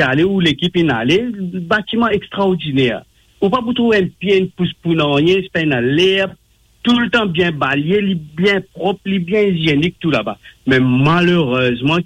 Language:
Morisyen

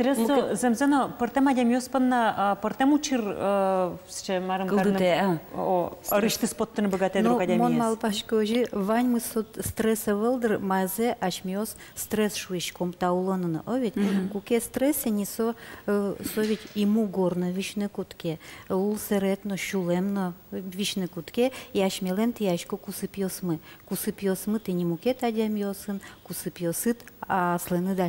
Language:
Udmurt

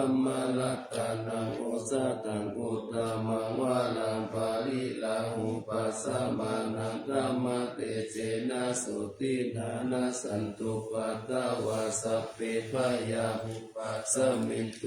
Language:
Pali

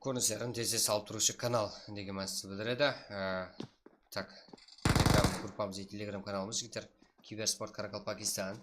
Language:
Kara-Kalpak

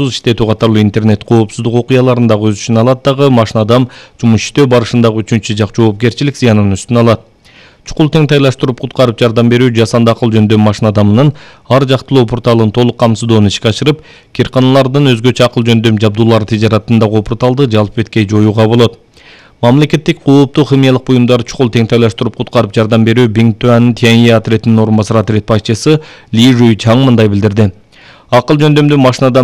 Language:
Kyrgyz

